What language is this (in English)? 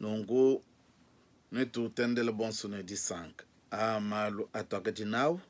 Luba-Lulua